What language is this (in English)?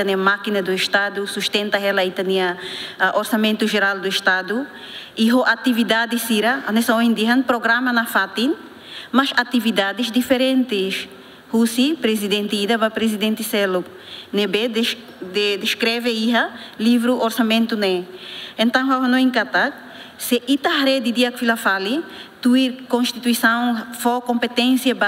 Tetum